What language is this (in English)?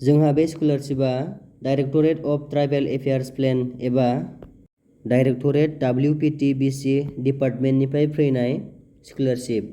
Bodo